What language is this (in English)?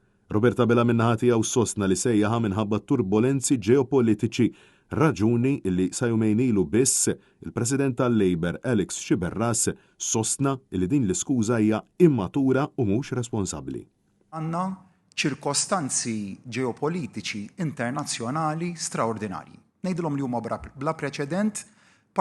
Maltese